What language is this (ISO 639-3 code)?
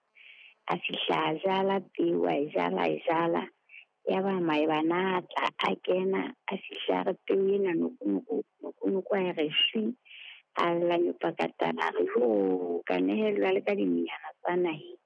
sot